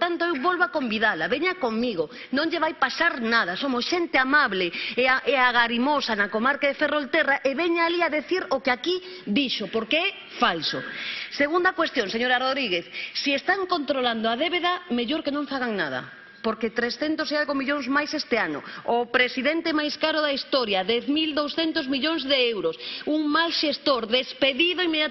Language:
Galician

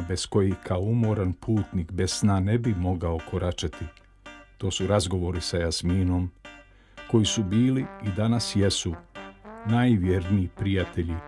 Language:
Bosnian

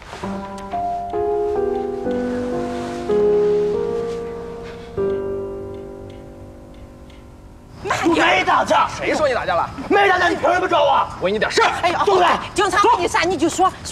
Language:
Chinese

